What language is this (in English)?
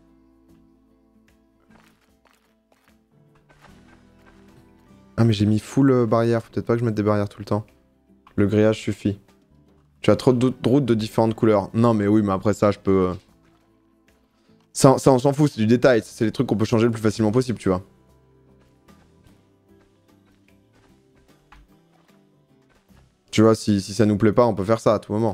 French